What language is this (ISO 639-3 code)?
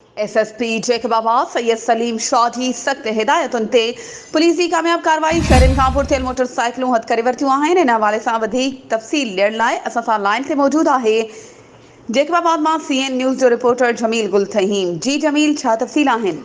snd